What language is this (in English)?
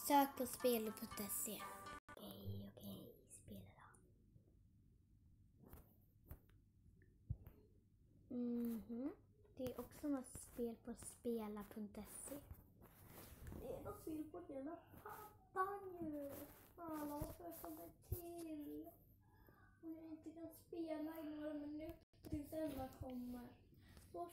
Swedish